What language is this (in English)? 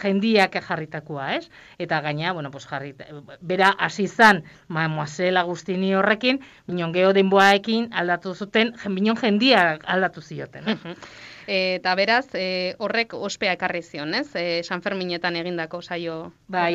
Basque